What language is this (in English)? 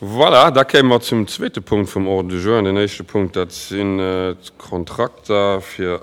Luxembourgish